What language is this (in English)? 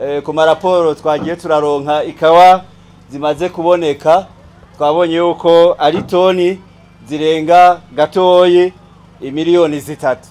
Rundi